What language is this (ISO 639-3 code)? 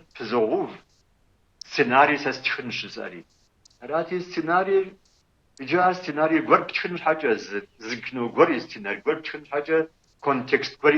kbd